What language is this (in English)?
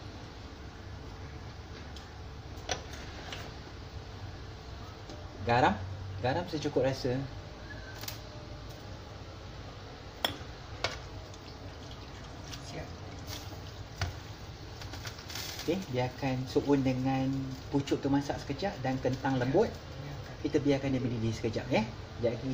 Malay